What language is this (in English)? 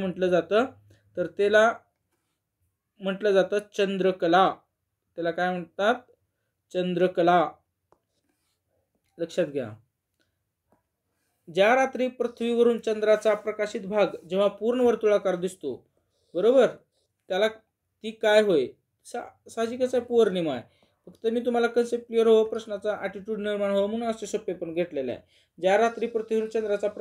Marathi